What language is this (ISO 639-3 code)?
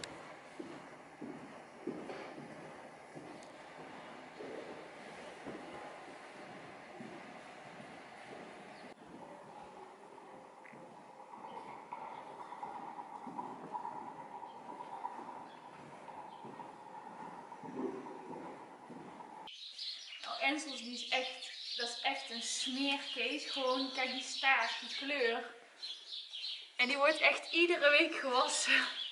nld